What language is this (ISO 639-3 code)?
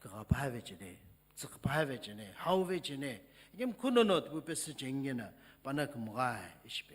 nsm